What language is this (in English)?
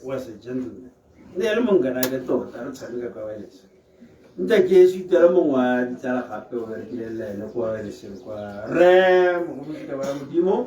Tswana